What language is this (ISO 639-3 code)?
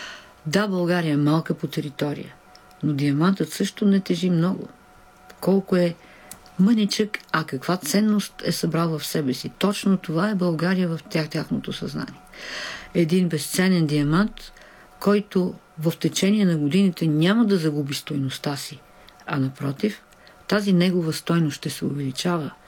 bul